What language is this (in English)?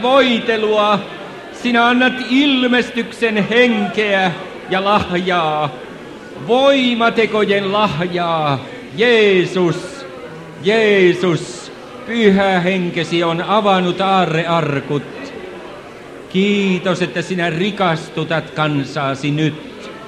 Finnish